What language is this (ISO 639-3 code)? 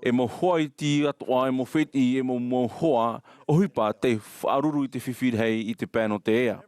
tah